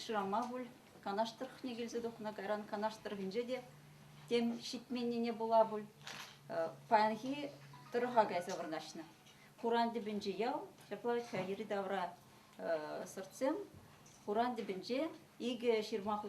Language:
Chuvash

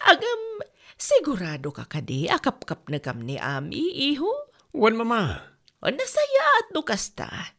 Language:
Iloko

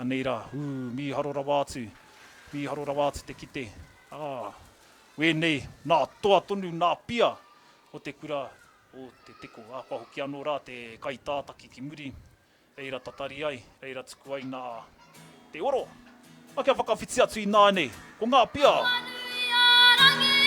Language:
Māori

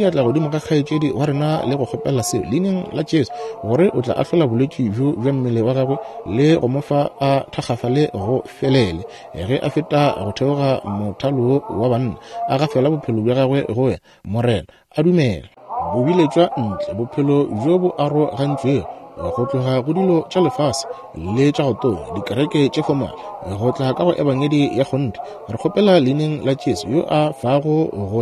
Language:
Northern Sotho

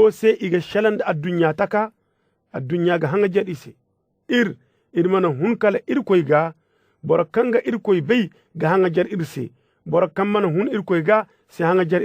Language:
Zarma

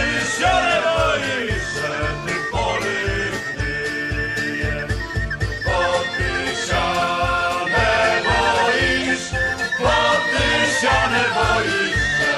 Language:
Rusyn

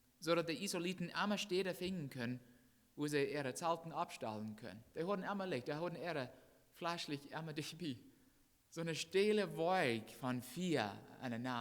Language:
Plautdietsch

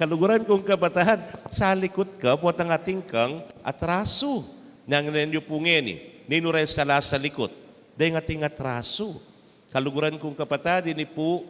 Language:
Pampanga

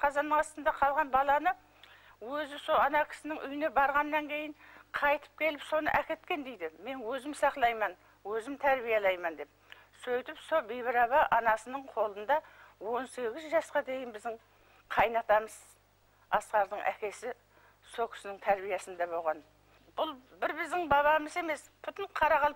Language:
Kara-Kalpak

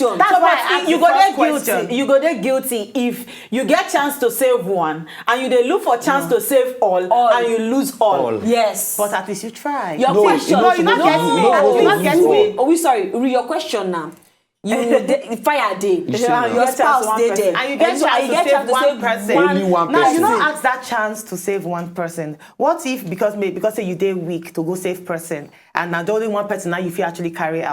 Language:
Nigerian Pidgin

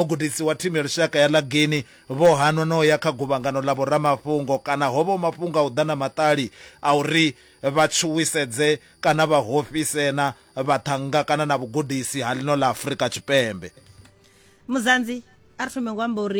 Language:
Venda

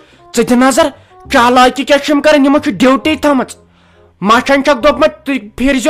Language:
Kashmiri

